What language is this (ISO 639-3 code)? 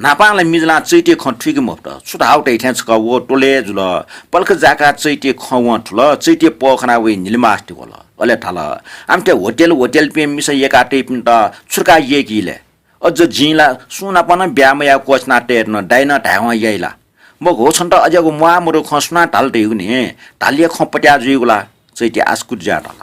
new